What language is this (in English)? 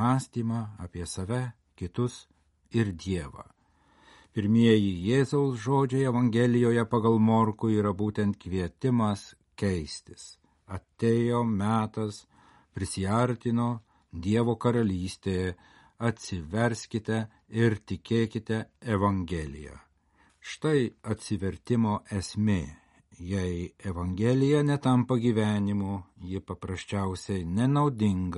Lithuanian